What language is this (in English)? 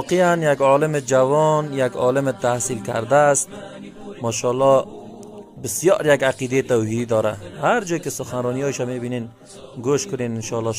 Persian